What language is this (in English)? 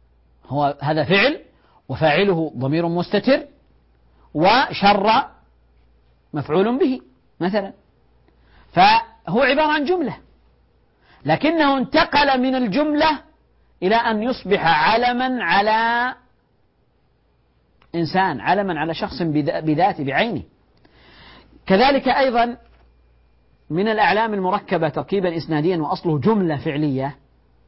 Arabic